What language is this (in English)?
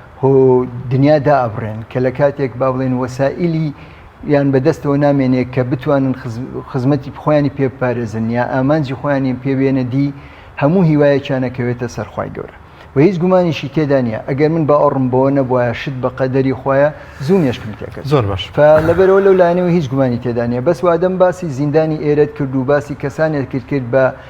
Central Kurdish